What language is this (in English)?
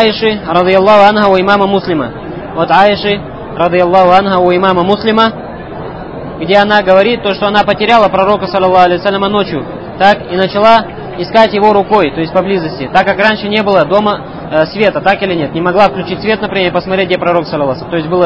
Russian